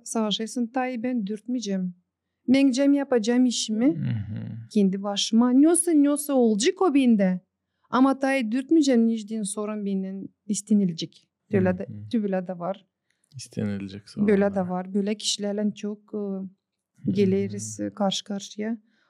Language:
Gagauz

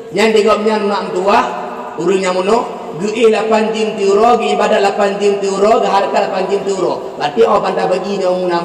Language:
Achinese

